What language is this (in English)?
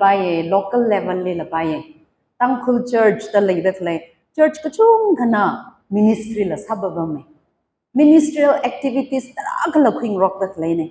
Tangkhul Naga (India)